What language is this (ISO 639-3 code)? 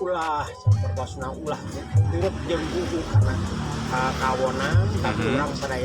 sun